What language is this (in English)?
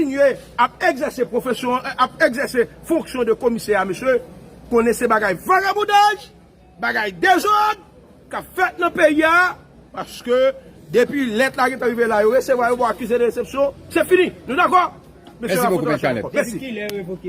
Haitian Creole